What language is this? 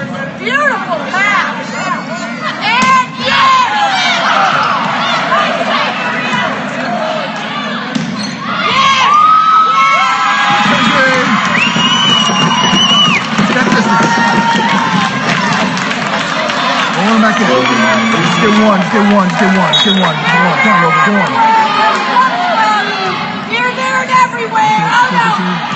English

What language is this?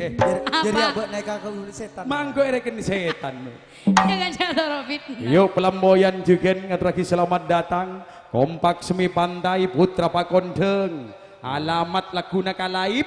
Madurese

